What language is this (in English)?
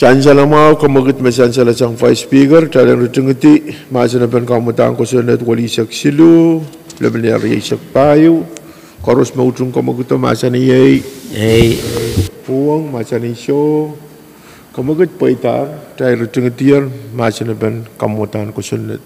Pohnpeian